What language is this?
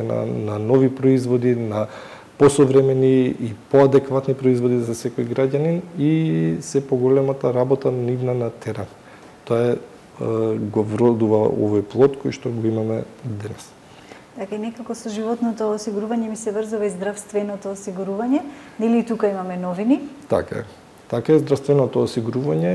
Macedonian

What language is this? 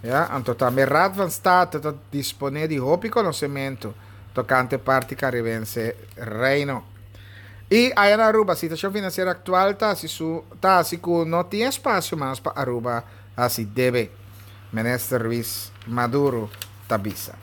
Papiamento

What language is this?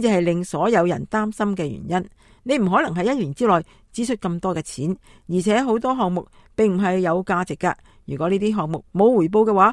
Cantonese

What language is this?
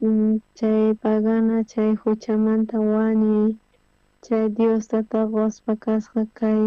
South Bolivian Quechua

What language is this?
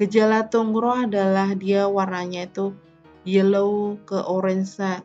Indonesian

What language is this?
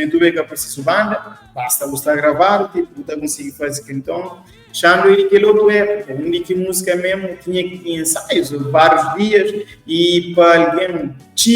Kabuverdianu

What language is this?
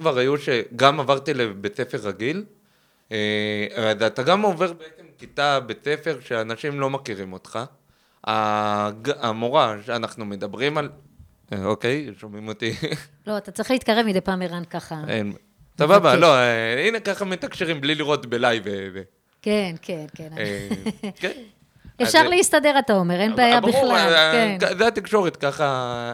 Hebrew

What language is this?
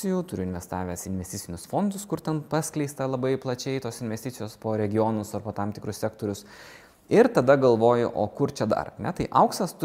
Lithuanian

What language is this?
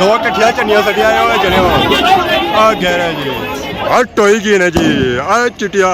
Pahari-Potwari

